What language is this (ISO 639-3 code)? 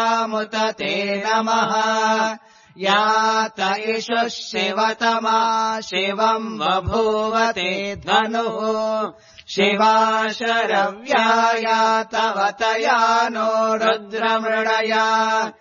san